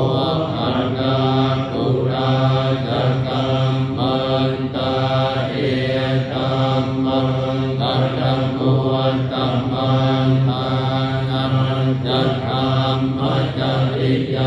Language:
Pali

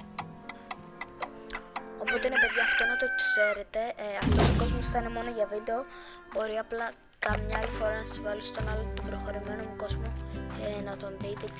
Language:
Greek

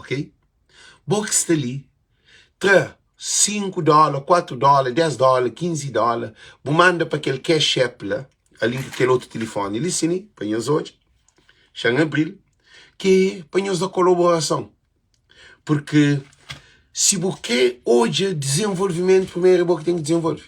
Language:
Kabuverdianu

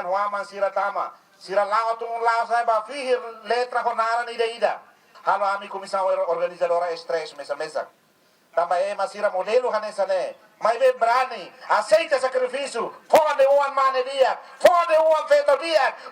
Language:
Tetum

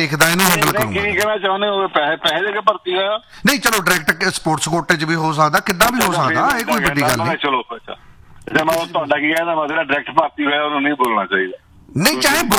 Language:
Punjabi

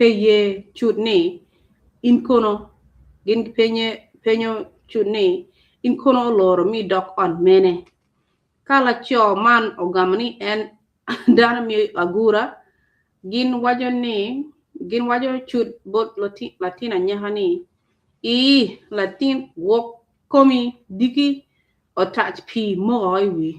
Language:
Acoli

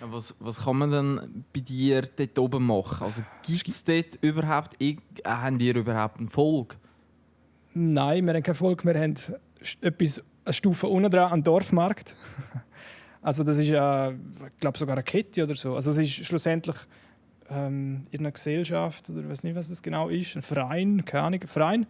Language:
Swiss German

